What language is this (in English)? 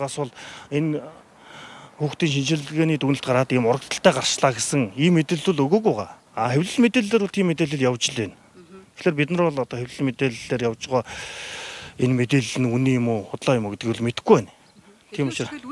Mongolian